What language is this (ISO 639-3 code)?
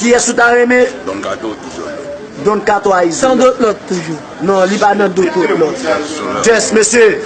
hat